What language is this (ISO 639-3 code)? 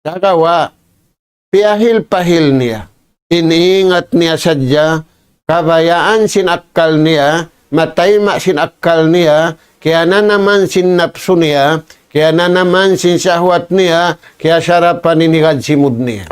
tsg